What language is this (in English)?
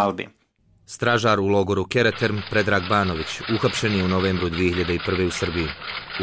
Bosnian